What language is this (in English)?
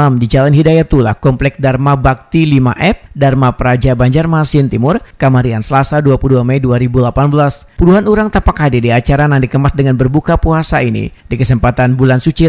Banjar